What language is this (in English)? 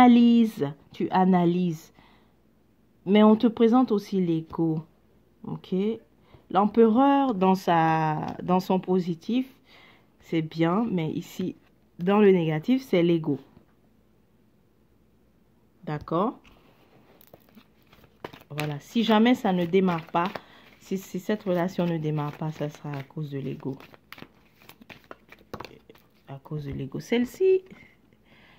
French